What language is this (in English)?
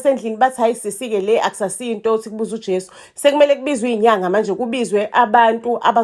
Zulu